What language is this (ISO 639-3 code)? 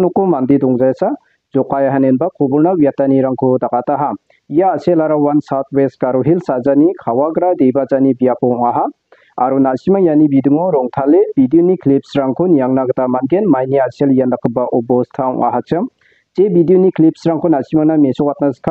grt